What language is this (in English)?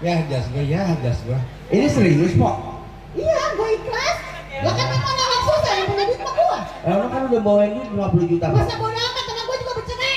Betawi